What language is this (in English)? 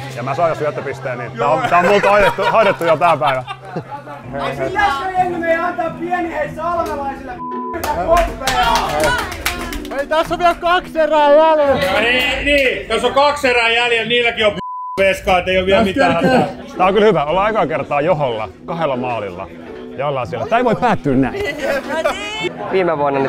Finnish